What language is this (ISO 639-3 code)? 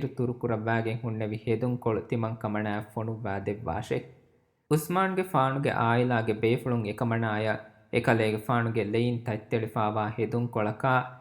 div